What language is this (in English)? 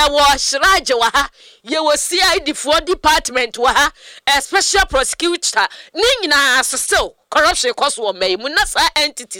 Akan